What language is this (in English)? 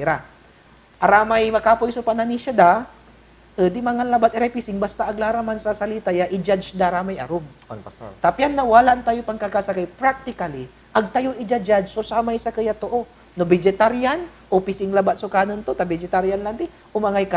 Pangasinan